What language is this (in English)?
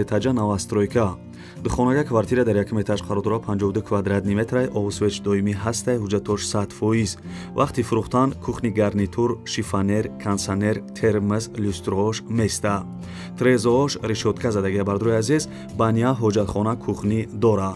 Tajik